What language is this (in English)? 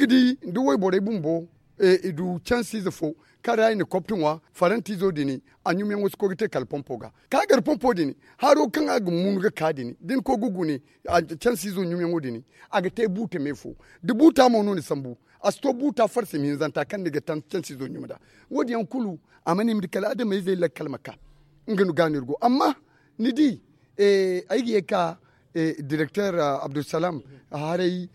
Zarma